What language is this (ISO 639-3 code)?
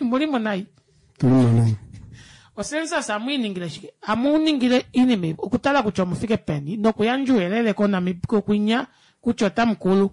kua